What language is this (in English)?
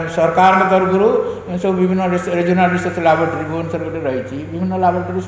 Odia